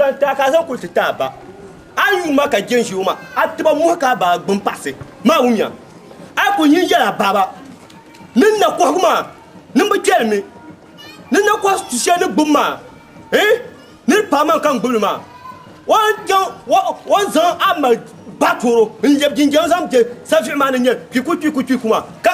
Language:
Dagbani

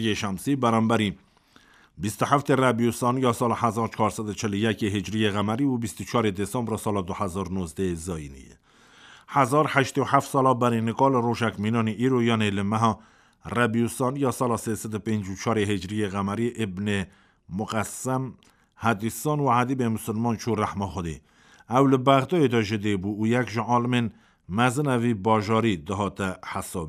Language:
Kurdish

